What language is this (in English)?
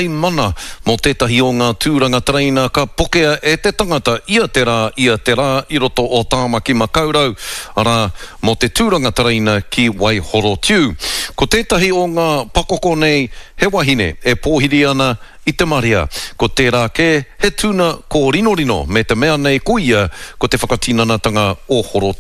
Māori